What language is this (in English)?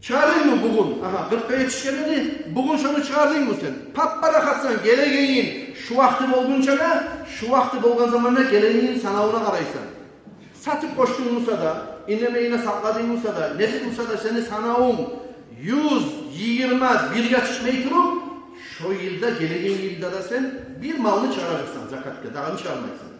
Kumyk